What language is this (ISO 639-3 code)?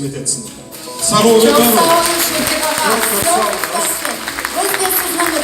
crh